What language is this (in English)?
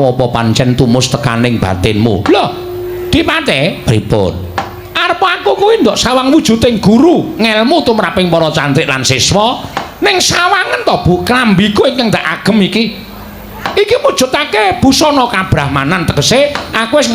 Javanese